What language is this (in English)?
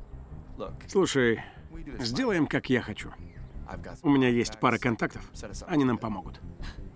Russian